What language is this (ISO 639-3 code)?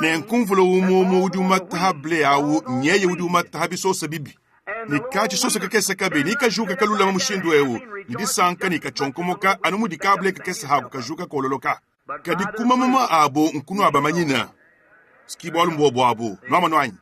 lua